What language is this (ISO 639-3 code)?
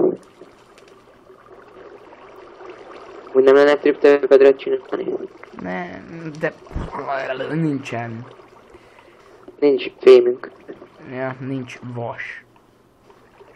hun